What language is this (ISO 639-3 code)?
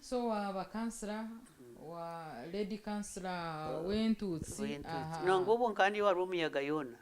nyn